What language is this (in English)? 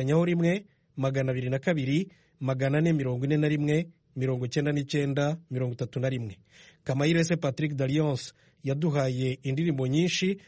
Kinyarwanda